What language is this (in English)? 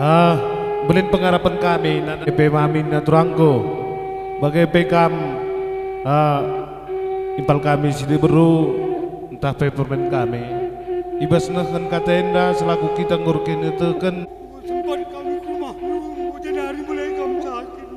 Batak Karo